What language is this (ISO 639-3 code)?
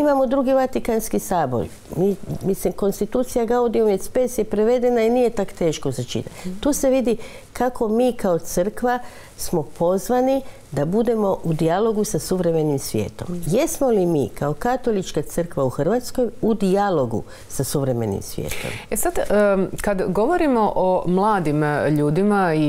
hrv